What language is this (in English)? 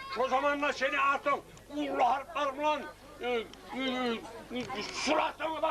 Kumyk